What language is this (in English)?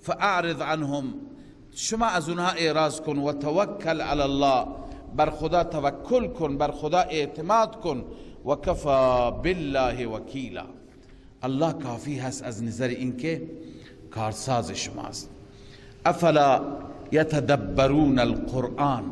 Persian